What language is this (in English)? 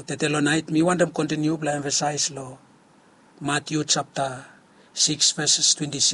Bislama